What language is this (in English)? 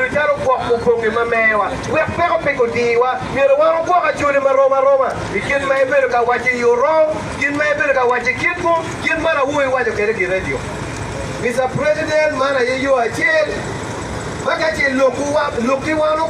Acoli